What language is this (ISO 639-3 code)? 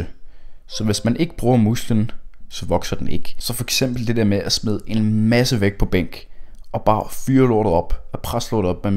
dan